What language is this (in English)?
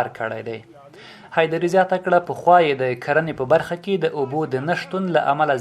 Pashto